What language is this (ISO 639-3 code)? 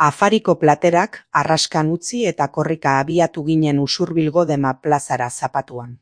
eus